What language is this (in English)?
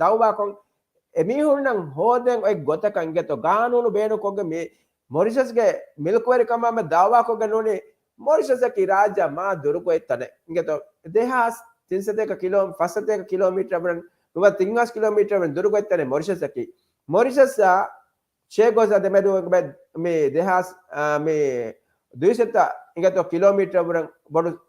Divehi